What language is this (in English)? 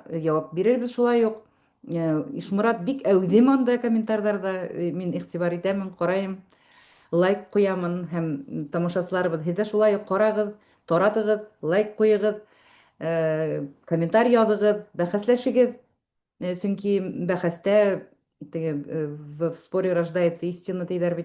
Bashkir